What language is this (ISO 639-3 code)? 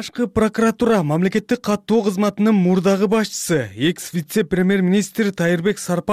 kir